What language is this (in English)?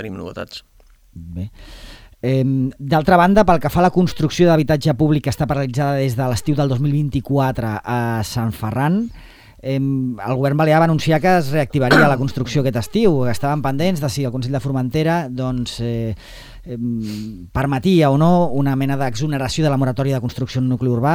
Catalan